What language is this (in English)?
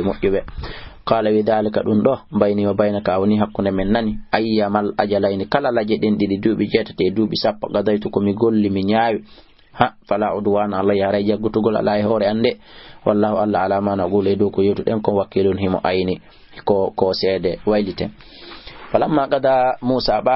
Fula